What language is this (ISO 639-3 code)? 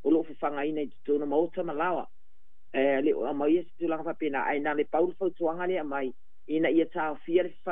smo